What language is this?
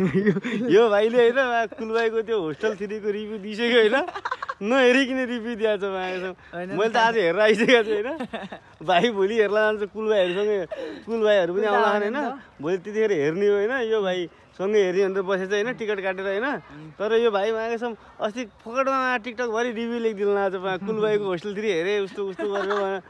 Nepali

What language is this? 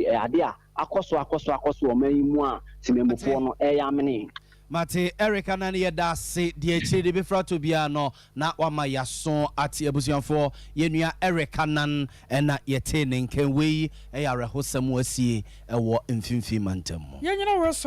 Akan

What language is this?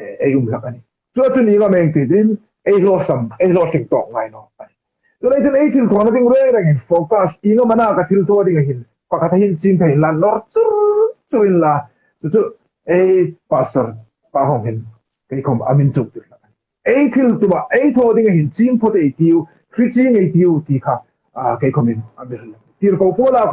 Hmar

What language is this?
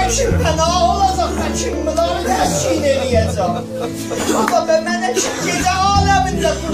South Azerbaijani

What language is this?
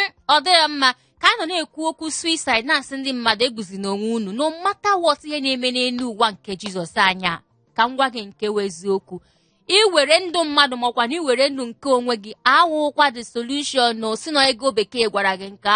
Igbo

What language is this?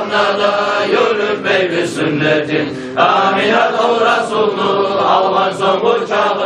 Kumyk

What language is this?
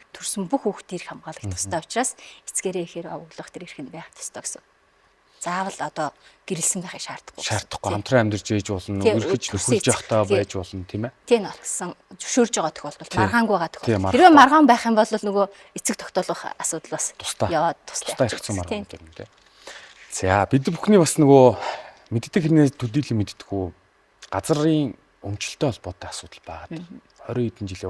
Mongolian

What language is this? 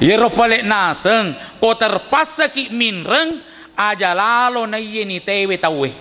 Buginese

